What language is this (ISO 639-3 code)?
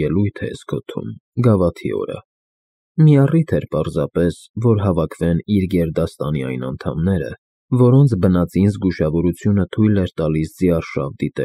hye